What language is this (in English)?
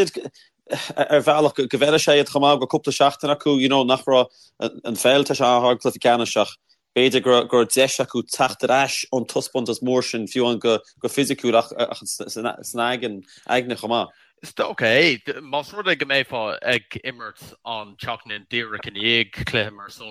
Irish